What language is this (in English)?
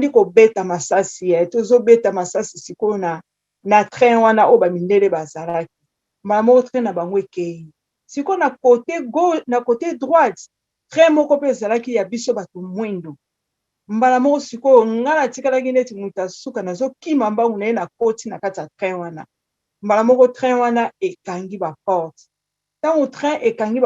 Lingala